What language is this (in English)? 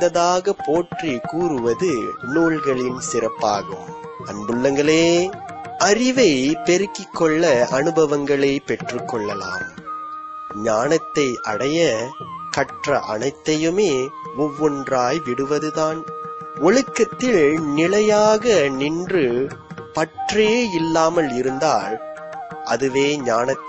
Tamil